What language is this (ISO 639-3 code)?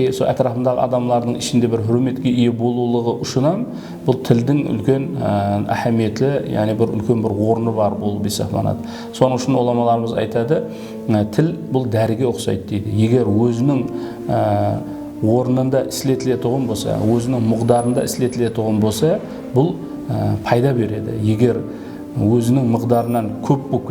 kaa